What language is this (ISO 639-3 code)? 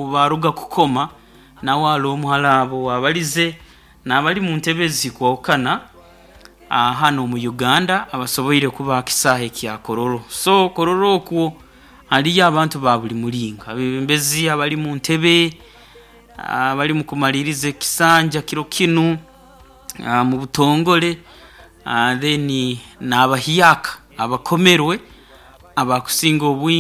nyo